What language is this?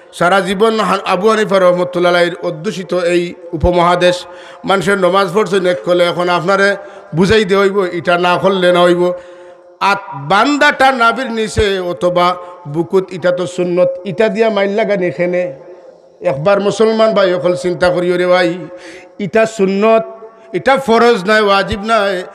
Sylheti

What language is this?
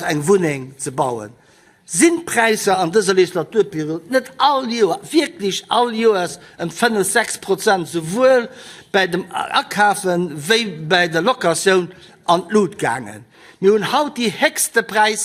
Luxembourgish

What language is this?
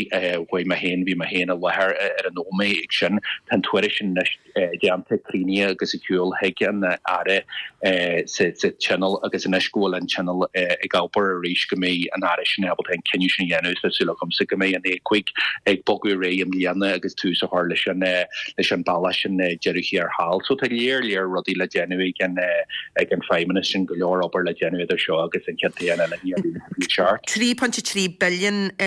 Irish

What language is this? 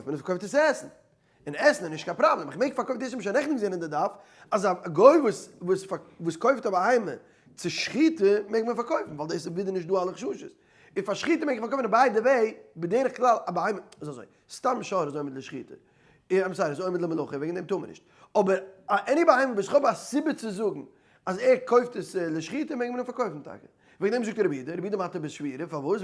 Yiddish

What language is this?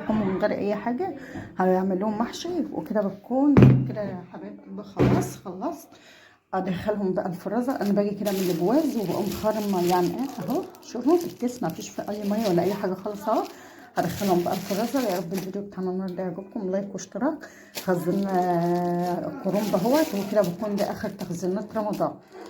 Egyptian Arabic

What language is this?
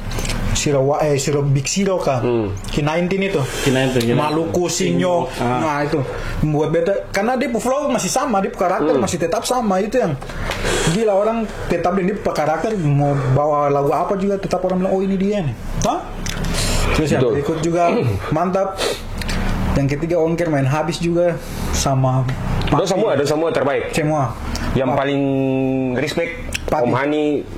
Ambonese Malay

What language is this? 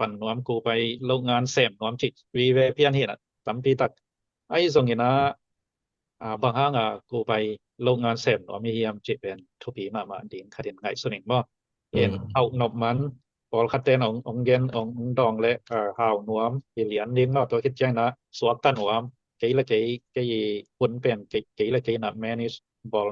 Tedim Chin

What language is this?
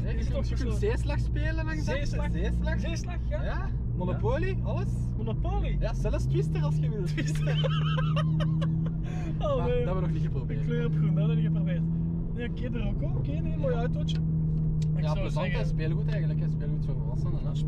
Dutch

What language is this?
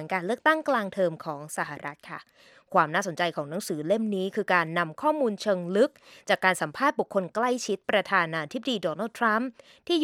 Thai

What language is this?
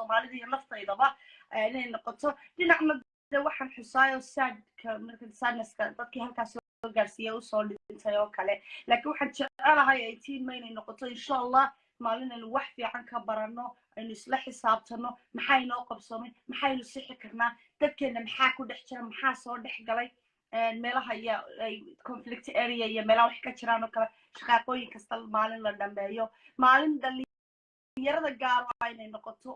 Somali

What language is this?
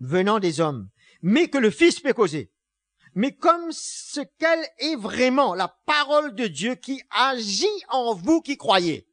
Morisyen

